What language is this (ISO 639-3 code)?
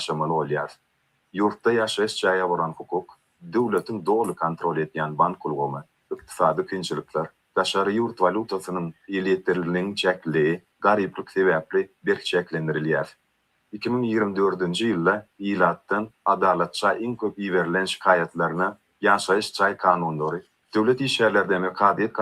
tuk